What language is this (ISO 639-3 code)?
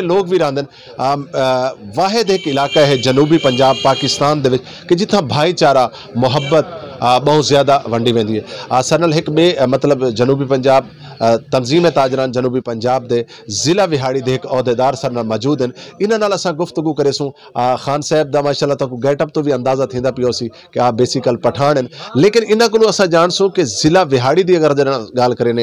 skr